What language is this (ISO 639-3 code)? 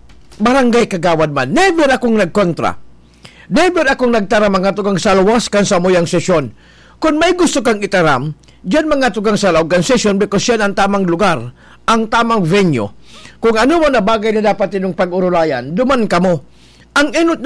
bik